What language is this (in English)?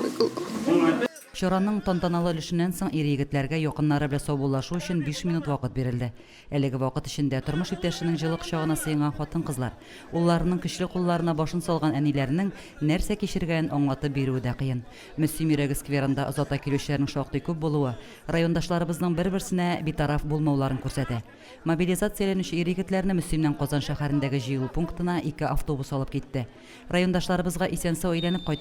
Tatar